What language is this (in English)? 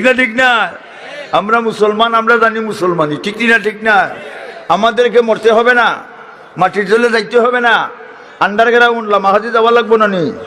Sylheti